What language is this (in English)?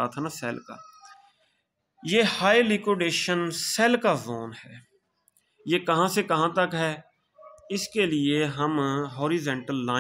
Hindi